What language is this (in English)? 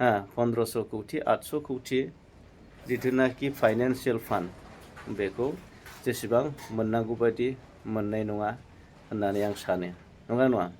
Bodo